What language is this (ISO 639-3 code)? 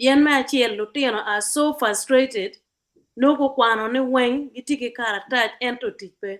ach